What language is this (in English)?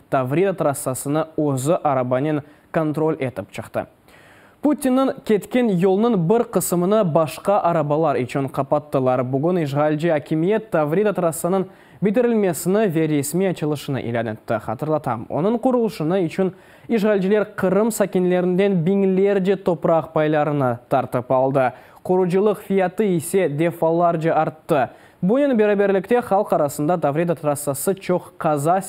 Crimean Tatar